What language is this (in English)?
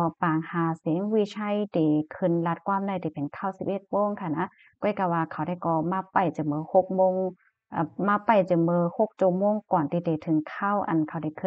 Shan